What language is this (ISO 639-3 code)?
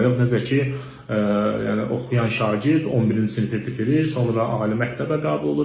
aze